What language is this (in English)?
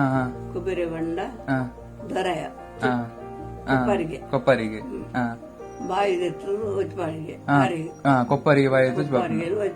Tulu